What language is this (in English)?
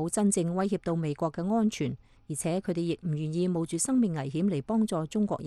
Cantonese